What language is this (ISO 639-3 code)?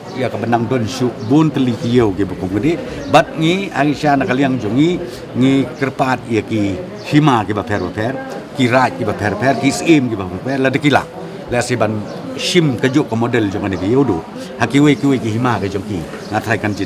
kha